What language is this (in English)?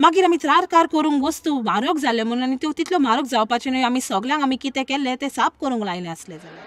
Konkani